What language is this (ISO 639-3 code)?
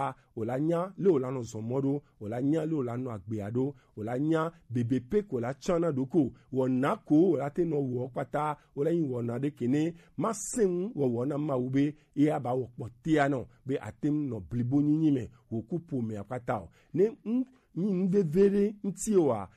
gej